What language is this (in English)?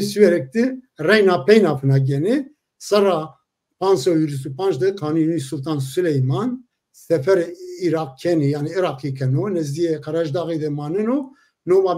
Zaza